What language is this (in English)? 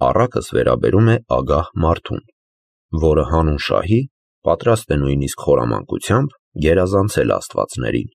Armenian